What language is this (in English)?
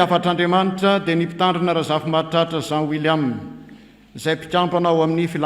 Malagasy